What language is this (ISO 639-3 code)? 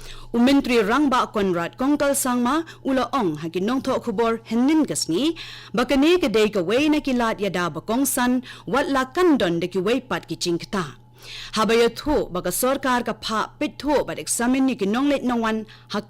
kha